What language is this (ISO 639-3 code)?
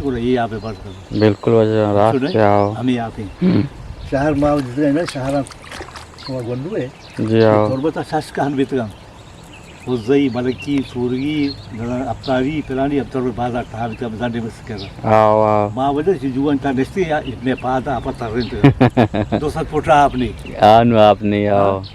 bgp